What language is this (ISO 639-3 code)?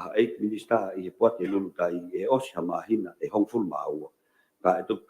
ton